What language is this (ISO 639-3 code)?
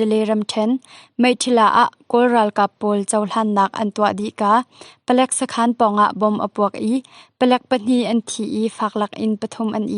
cnh